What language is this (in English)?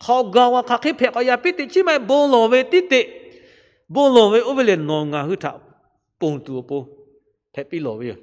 Lahu